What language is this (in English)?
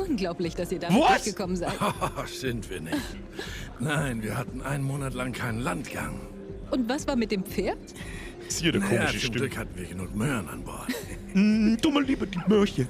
Bavarian